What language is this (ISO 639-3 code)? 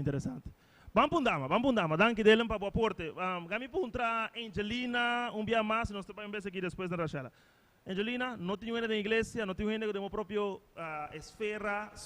pap